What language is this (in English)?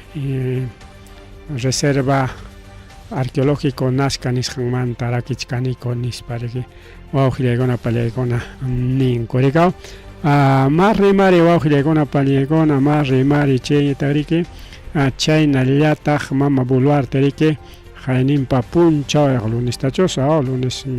Ayacucho Quechua